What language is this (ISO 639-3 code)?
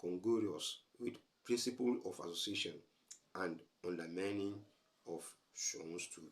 yor